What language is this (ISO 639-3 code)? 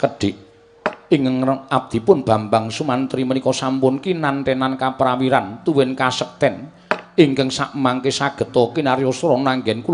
jav